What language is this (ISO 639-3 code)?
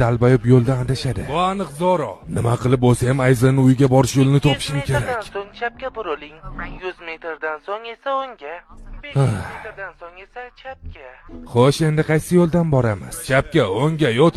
uzb